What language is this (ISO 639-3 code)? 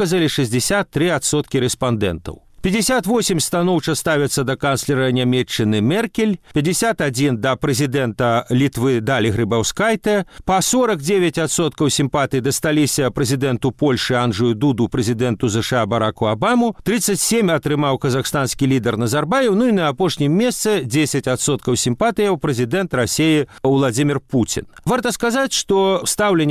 bel